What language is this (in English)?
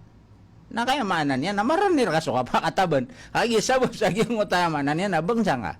Maranao